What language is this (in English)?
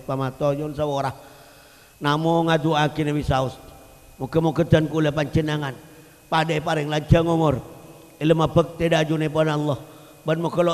Madurese